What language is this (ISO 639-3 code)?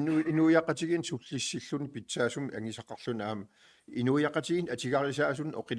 kal